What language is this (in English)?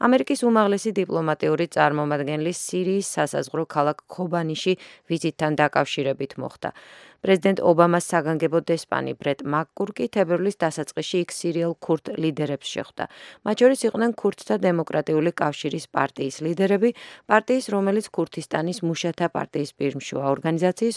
Georgian